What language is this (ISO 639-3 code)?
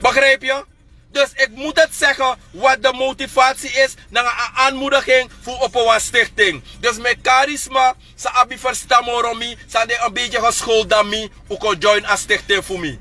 srn